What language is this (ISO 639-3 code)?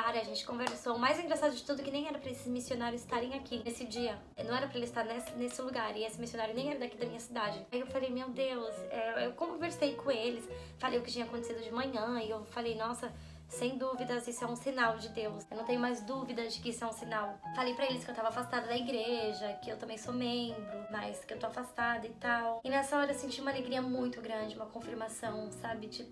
por